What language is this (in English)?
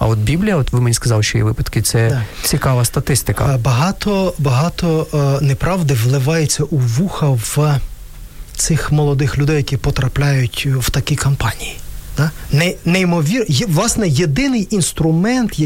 Ukrainian